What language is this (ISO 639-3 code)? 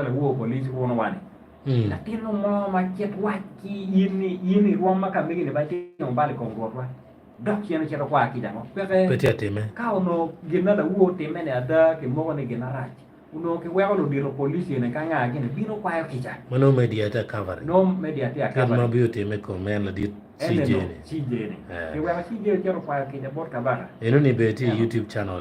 ach